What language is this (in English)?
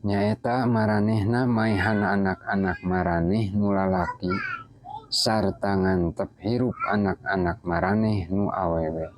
Sundanese